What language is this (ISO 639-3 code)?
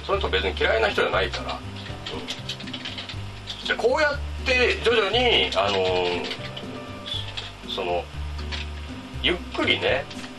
jpn